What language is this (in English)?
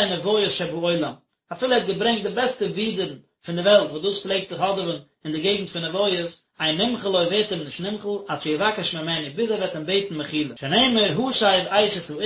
Yiddish